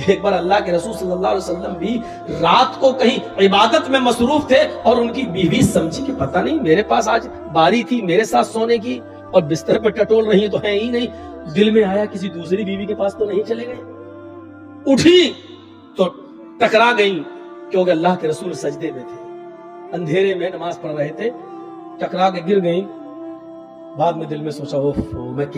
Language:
Urdu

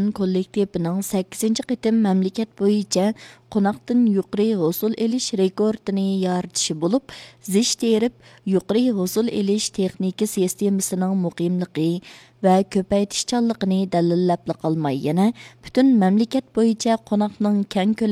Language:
Uyghur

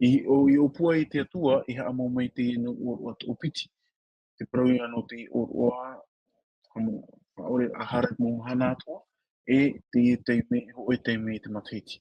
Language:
Tahitian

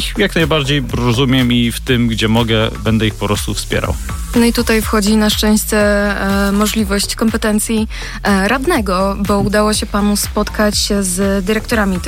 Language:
Polish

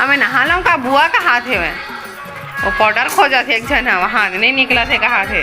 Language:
Chhattisgarhi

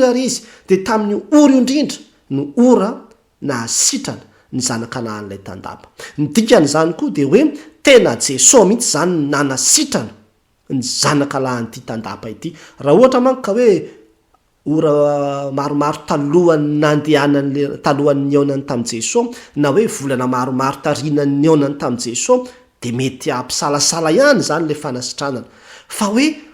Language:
Malagasy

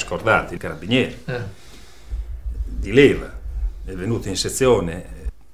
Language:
Italian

